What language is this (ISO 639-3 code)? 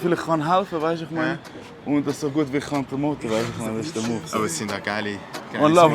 gsw